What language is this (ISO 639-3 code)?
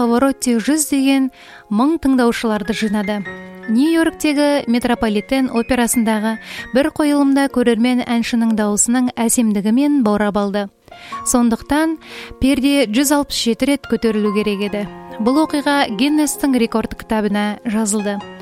kaz